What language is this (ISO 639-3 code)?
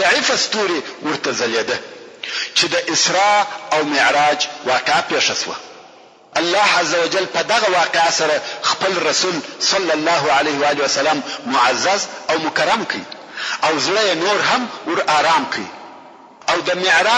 pus